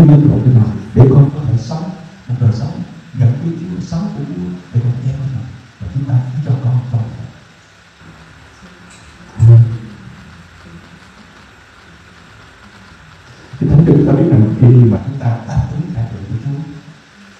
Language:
Vietnamese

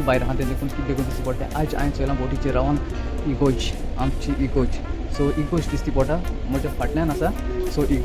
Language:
Konkani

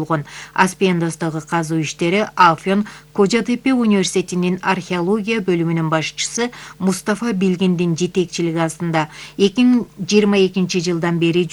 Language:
Kyrgyz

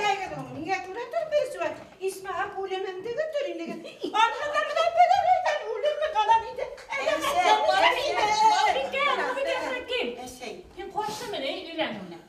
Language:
Bashkir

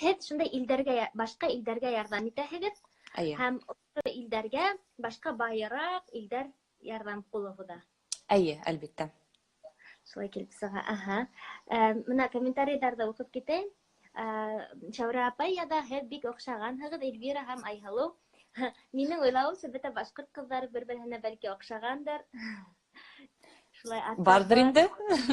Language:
Bashkir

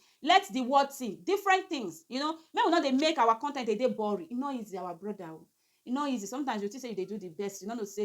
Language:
Nigerian Pidgin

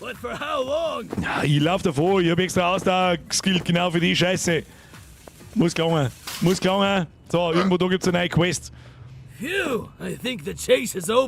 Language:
Bavarian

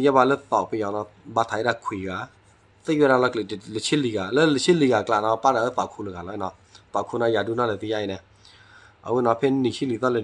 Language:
S'gaw Karen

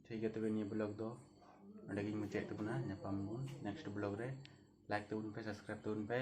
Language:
Santali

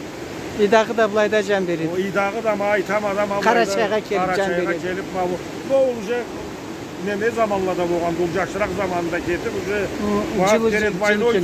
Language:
Karachay-Balkar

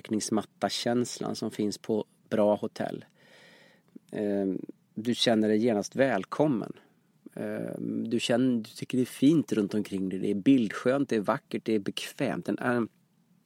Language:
Swedish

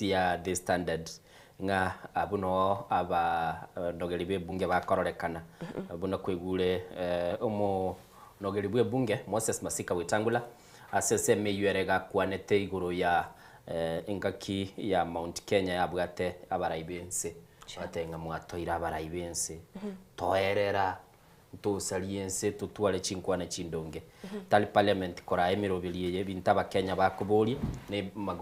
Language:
Gusii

